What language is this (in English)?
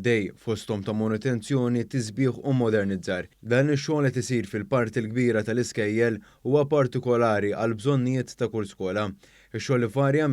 Maltese